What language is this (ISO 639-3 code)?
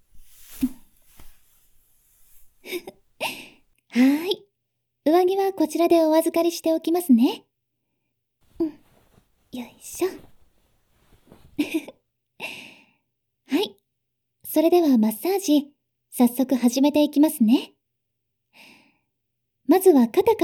jpn